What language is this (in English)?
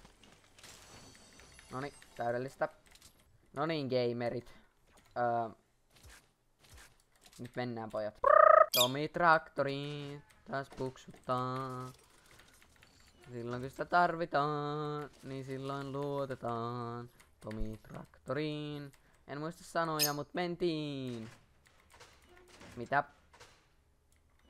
Finnish